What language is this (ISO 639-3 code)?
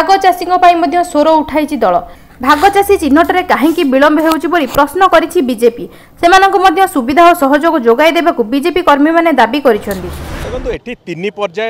ori